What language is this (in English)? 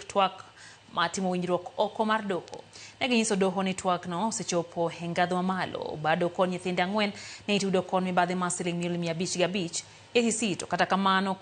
Luo (Kenya and Tanzania)